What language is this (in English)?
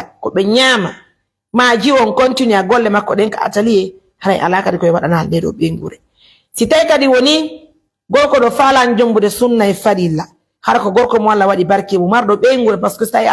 Fula